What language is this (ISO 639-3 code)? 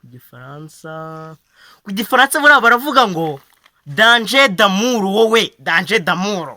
kin